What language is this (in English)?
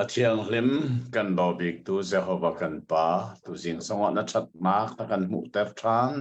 Hakha Chin